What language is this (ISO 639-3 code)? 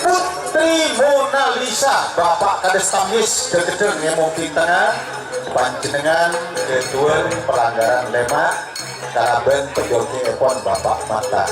mad